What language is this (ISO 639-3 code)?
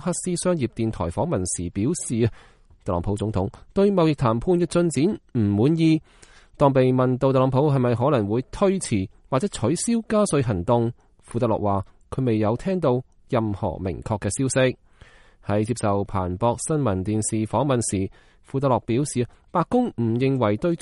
yue